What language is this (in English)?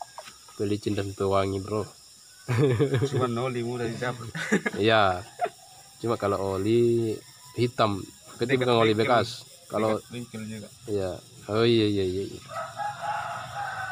Indonesian